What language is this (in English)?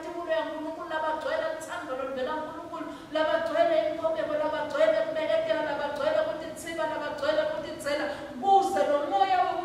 Swati